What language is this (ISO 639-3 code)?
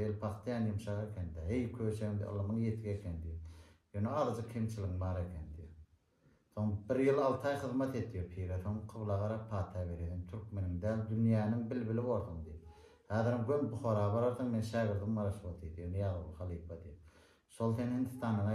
tuk